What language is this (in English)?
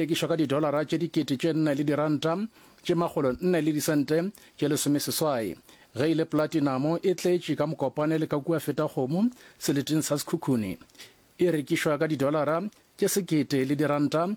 Northern Sotho